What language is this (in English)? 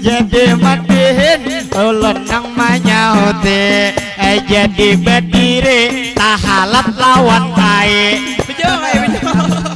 Banjar